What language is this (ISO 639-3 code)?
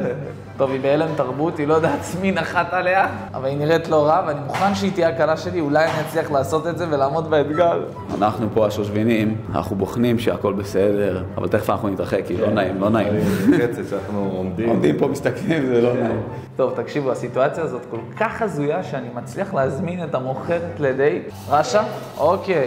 heb